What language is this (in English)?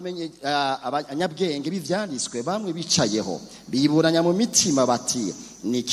Rundi